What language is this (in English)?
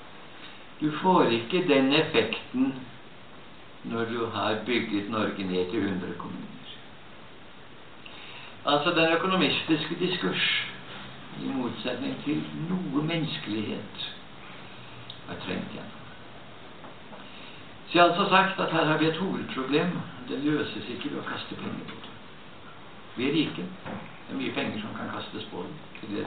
Norwegian